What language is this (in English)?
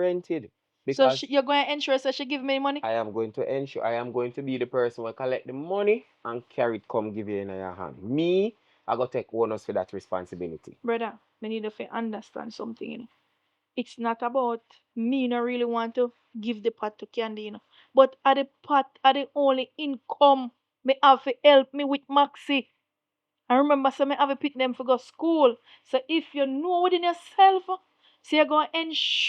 Jamaican Creole English